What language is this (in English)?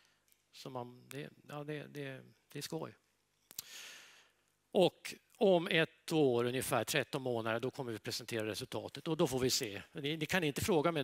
Swedish